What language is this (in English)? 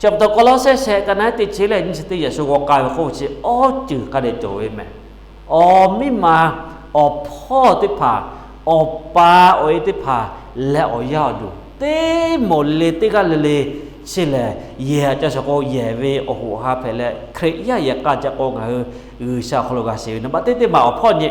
Lahu